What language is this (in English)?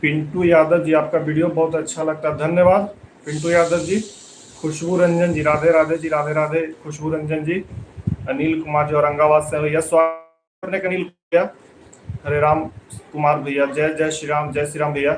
Magahi